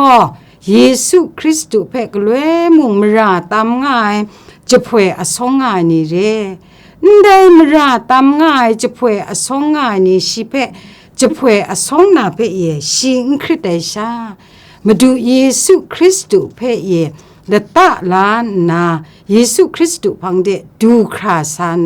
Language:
Kachin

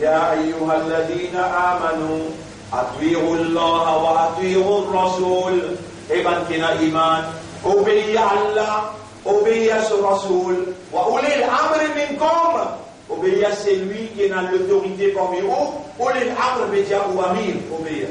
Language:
Morisyen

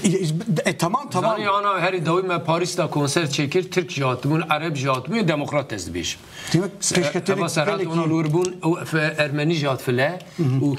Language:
Kurdish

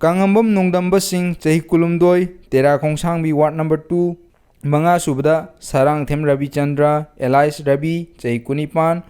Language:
Manipuri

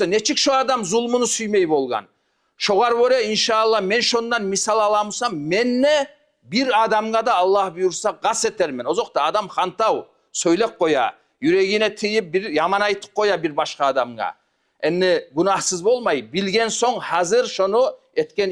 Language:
Kumyk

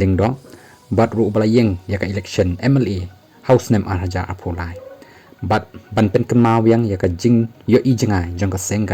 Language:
Khasi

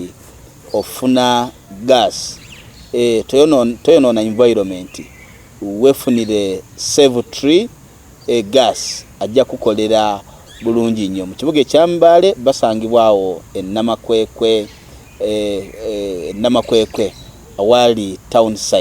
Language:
Ganda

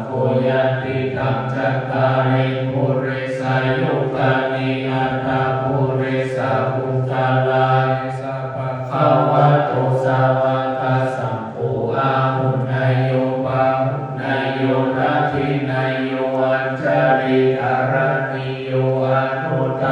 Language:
Pali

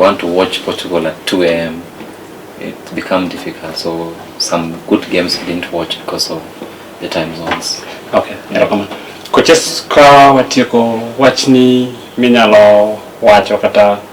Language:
Luo (Kenya and Tanzania)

